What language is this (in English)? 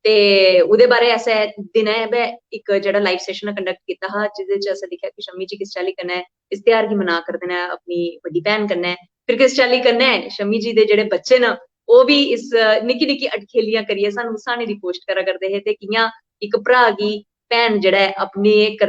Dogri